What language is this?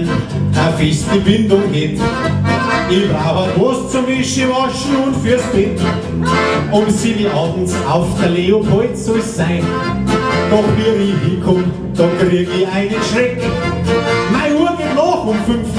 Bavarian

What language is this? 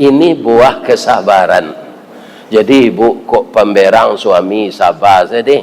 Minangkabau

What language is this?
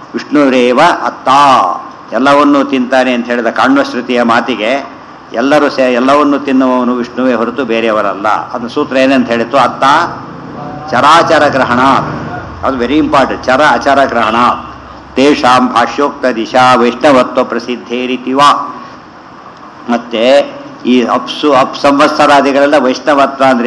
Kannada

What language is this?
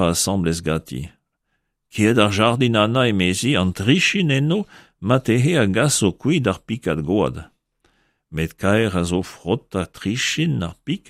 Breton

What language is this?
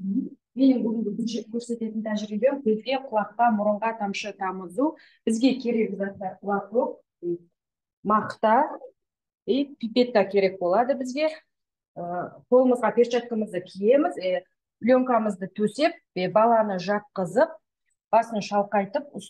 Kazakh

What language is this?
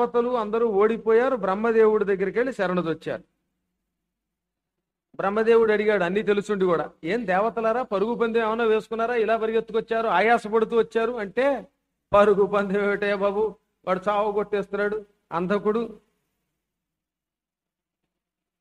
Telugu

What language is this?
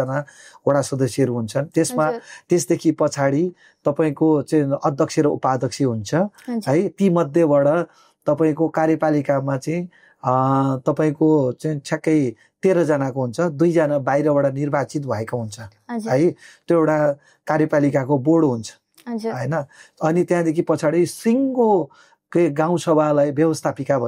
Nepali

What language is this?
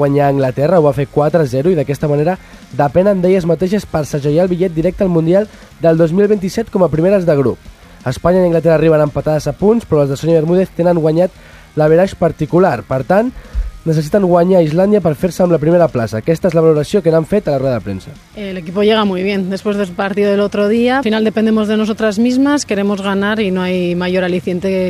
Catalan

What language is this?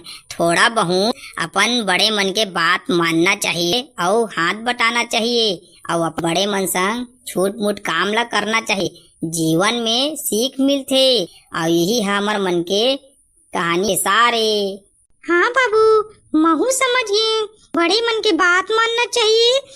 Chhattisgarhi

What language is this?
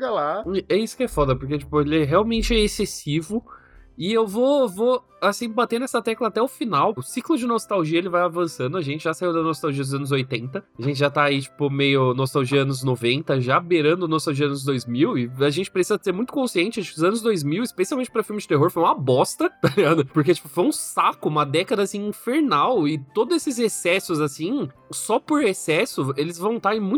Portuguese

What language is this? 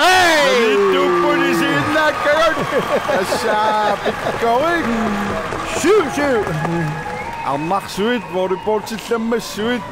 Kalaallisut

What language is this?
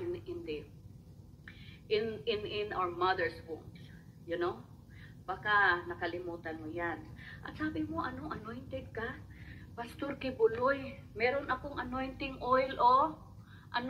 Filipino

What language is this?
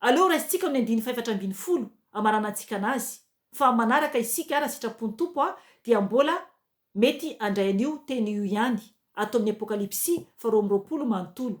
Malagasy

